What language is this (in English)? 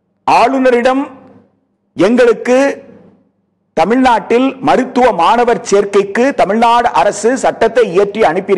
Tamil